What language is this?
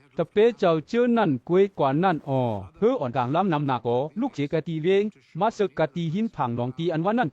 Shan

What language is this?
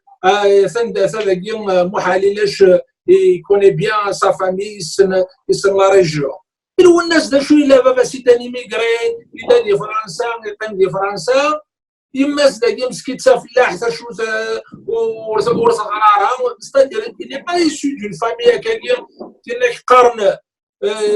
Kabyle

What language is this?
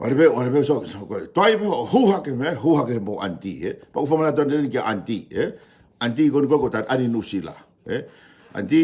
Tongan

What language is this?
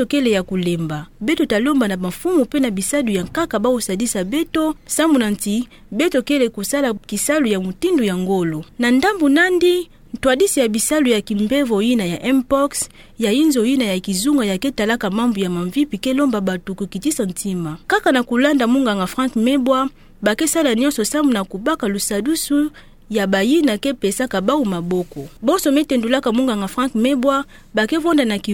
Kituba (Democratic Republic of Congo)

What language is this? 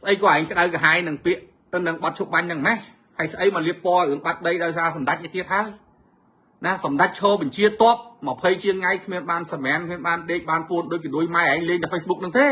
Khmer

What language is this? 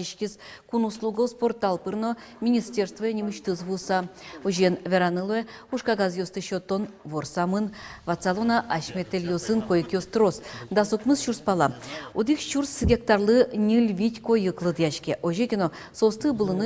Udmurt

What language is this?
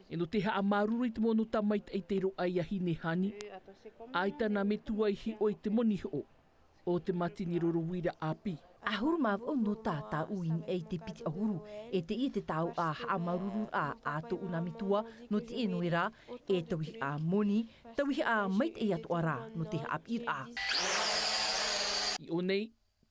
Tahitian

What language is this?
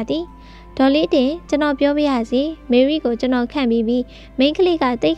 Burmese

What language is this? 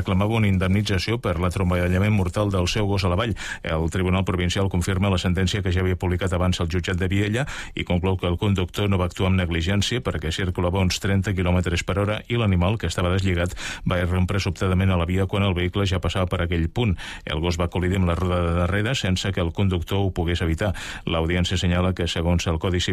Catalan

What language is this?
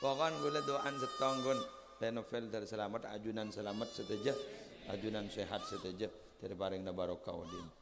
Madurese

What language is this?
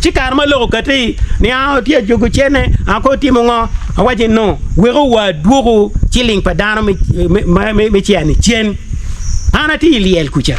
Acoli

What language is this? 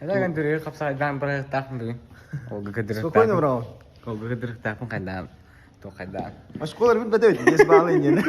Yakut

